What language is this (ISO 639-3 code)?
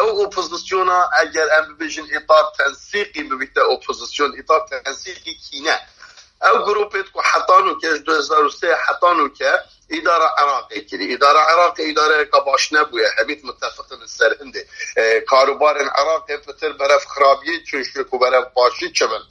kur